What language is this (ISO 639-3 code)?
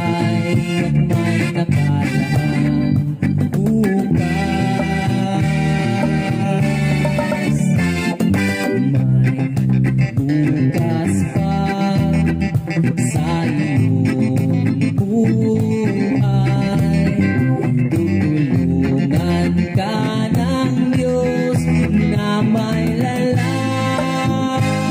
fil